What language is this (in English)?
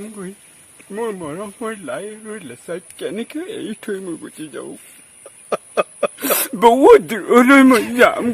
Assamese